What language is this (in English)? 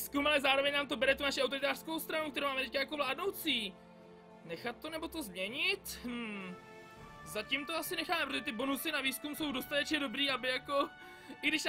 Czech